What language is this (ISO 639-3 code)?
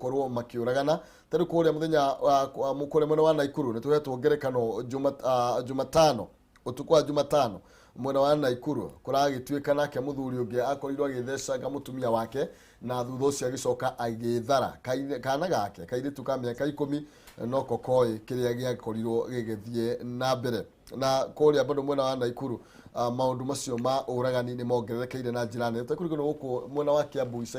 kik